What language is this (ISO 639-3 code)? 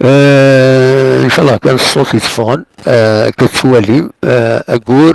kab